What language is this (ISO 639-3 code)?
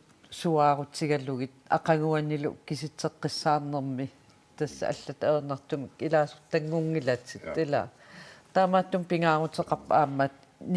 kal